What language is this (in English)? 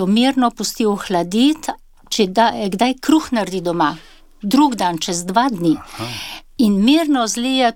Slovenian